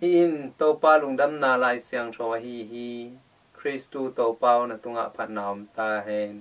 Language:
Tedim Chin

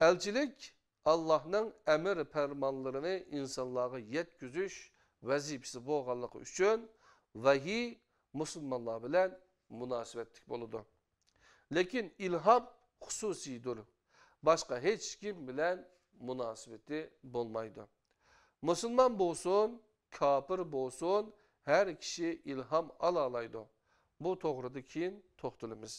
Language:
Uyghur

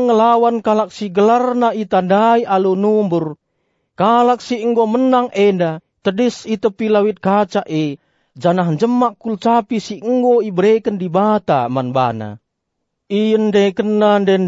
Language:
Batak Karo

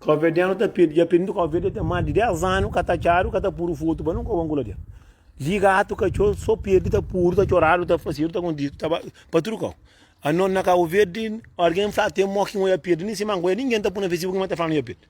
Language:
Kabuverdianu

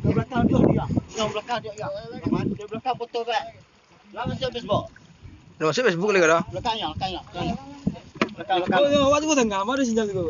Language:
Minangkabau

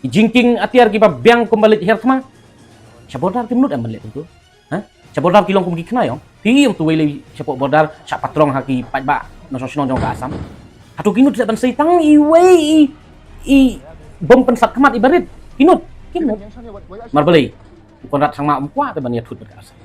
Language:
Khasi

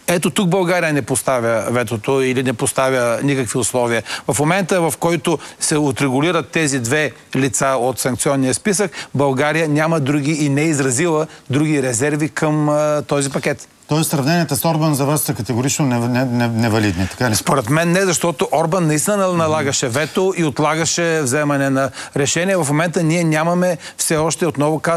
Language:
Bulgarian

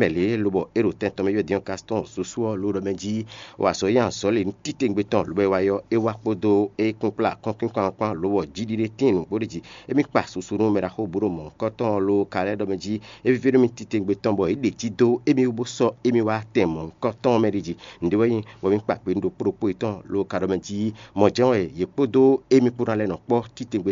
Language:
Fon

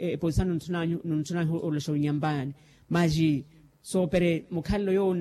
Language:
Makhuwa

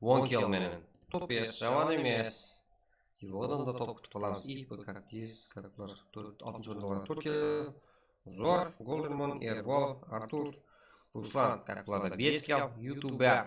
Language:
Kara-Kalpak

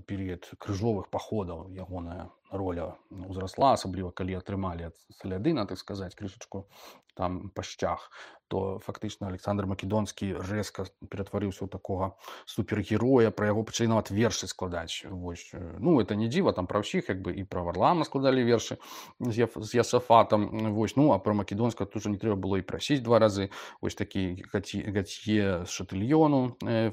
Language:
Belarusian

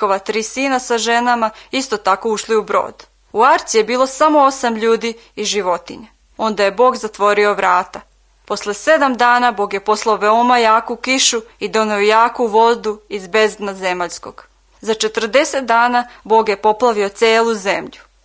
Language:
Serbian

